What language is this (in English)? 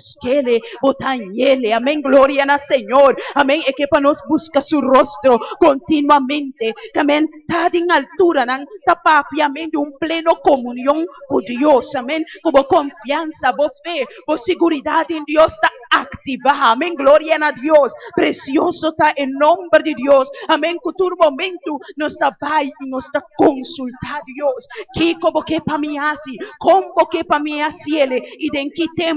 Papiamento